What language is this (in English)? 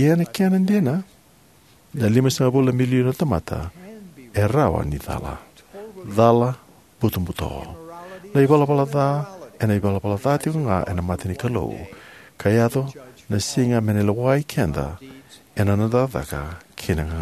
Fijian